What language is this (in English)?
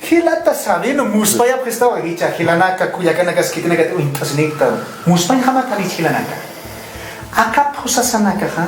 Aymara